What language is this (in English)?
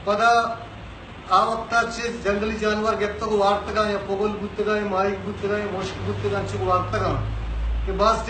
Baluchi